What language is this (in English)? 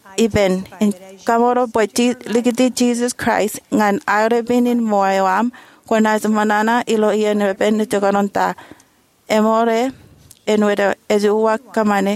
Marshallese